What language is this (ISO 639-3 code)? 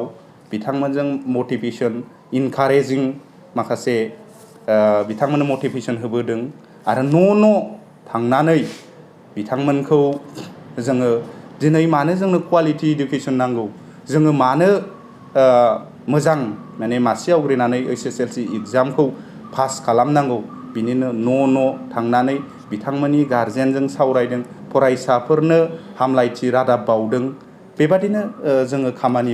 brx